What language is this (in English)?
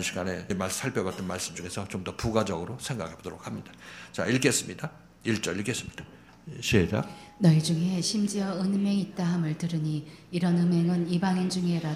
Korean